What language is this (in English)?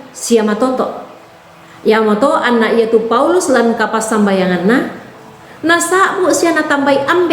Toraja-Sa'dan